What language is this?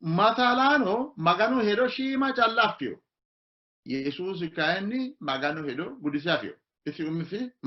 Sidamo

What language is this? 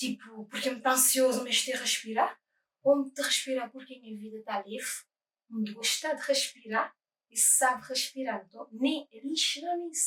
Kabuverdianu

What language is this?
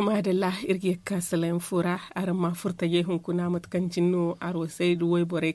Zarma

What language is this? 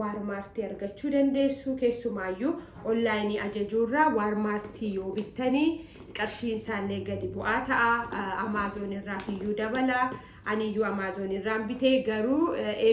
Oromo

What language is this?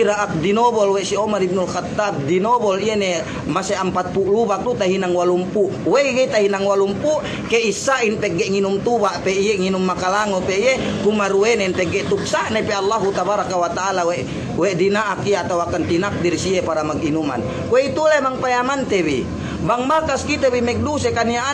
Yakan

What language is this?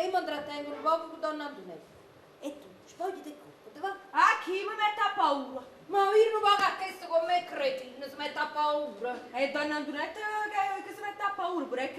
Neapolitan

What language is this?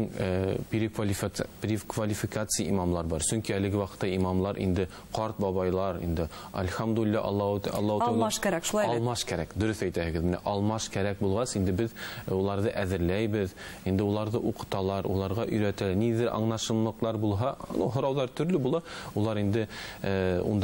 Bashkir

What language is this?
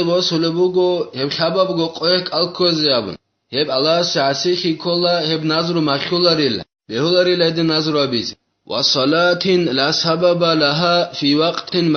Avaric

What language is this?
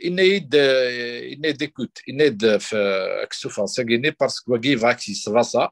Kabyle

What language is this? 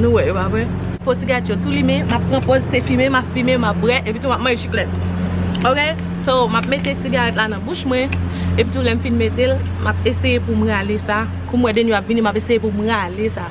Haitian Creole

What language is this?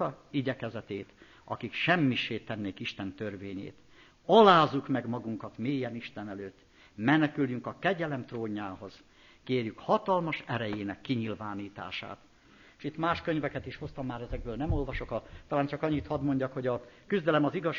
Hungarian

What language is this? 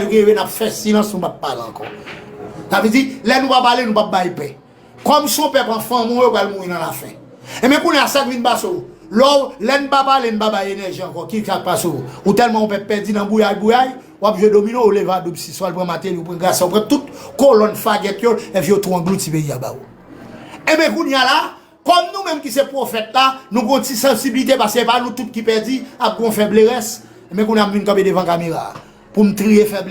Haitian Creole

